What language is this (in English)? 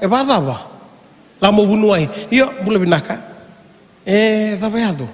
Fijian